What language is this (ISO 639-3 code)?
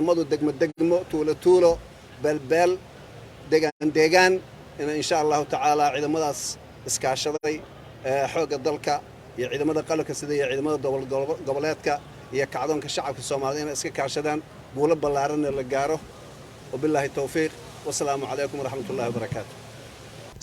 som